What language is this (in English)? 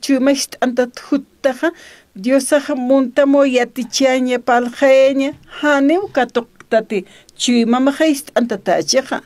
Aymara